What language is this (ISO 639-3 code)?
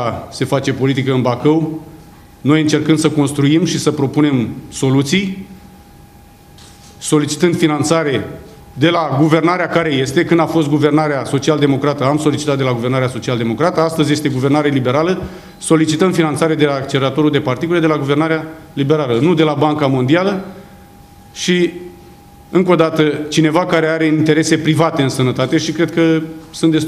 ron